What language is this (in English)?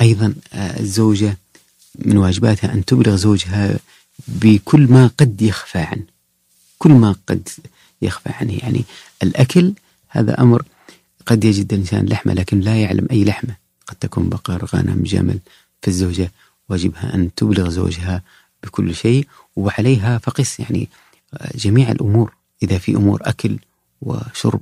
Najdi Arabic